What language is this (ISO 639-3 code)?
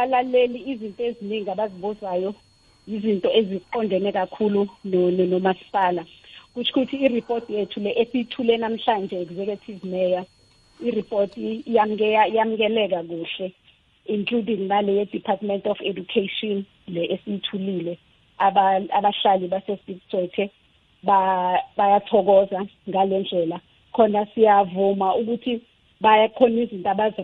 nbl